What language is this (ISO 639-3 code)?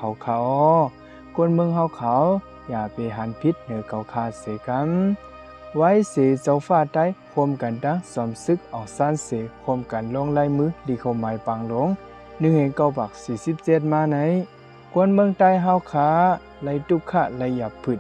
shn